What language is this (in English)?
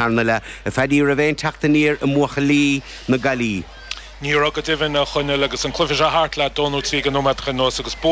Irish